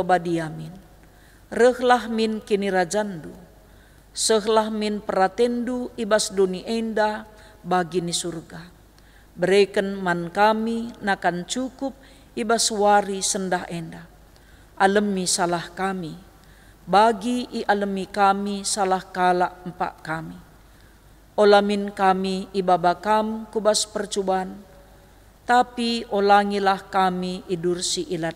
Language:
Batak Karo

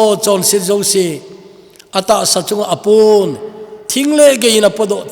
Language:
Thado Chin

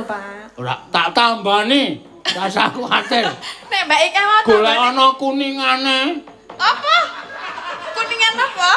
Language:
Javanese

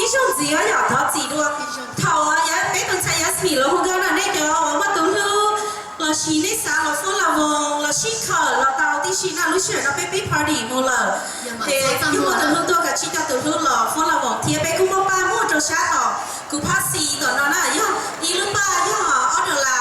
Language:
Hmong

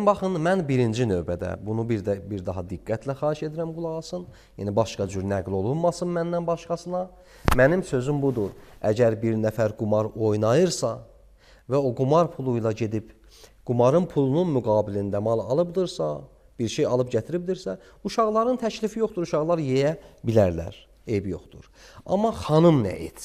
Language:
Azerbaijani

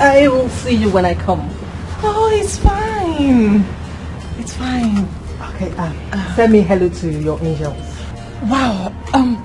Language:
Nigerian Pidgin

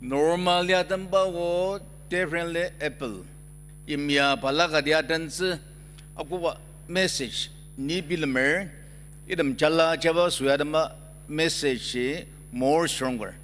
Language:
Ao Naga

